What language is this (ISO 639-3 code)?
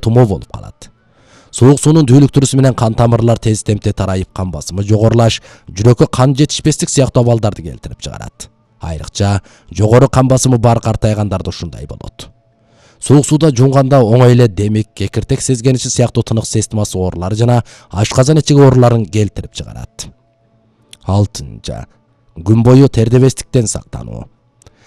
kir